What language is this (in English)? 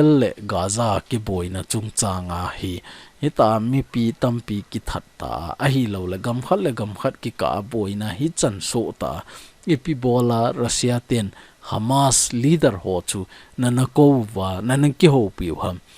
Thado Chin